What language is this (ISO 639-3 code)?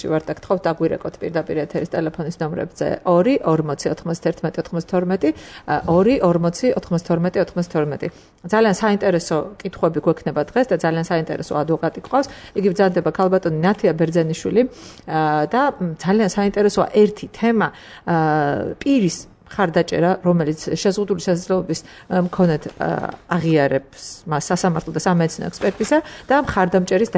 kat